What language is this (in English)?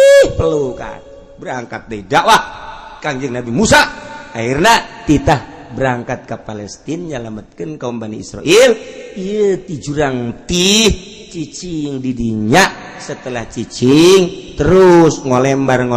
Sundanese